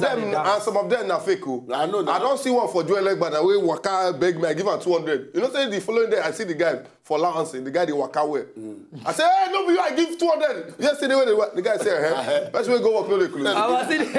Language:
Nigerian Pidgin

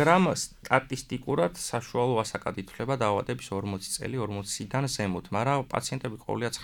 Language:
Georgian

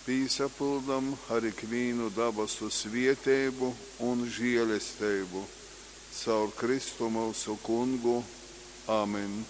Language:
Latgalian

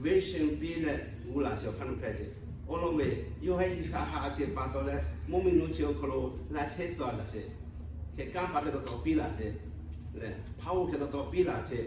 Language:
Lahu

